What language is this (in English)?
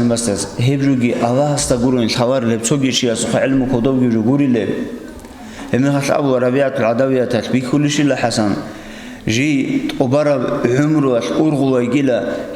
Avaric